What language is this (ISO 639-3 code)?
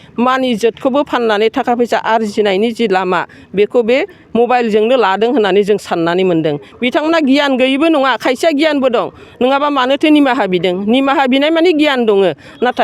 brx